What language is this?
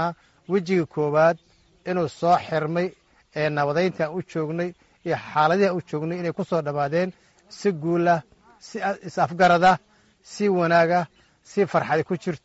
Somali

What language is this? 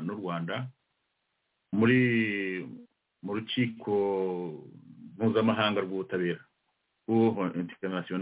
Kinyarwanda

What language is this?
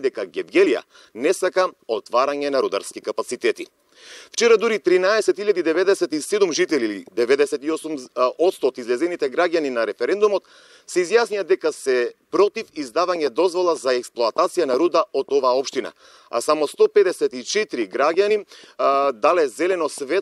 Macedonian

